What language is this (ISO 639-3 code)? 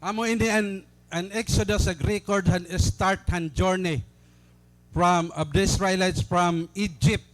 war